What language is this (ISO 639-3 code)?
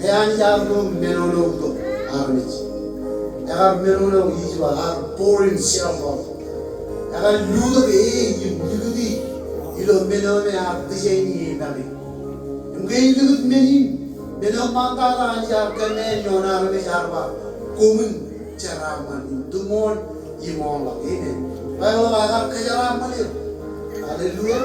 mah